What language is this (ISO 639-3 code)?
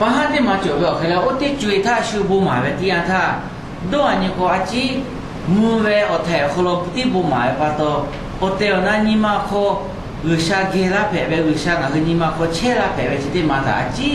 lhu